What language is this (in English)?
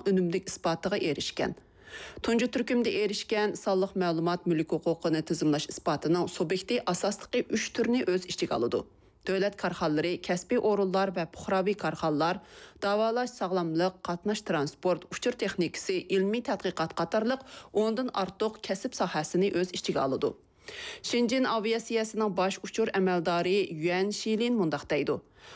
Uyghur